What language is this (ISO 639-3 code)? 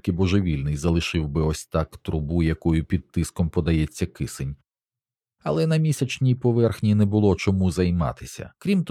ukr